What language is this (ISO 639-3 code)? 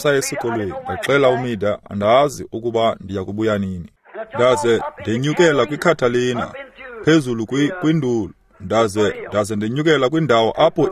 xho